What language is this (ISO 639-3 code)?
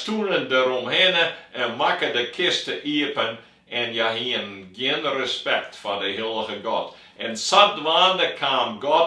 fry